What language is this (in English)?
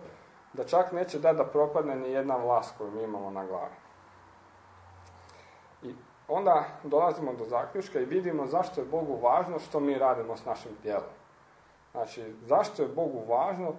Croatian